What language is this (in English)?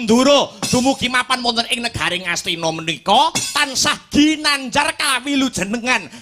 Javanese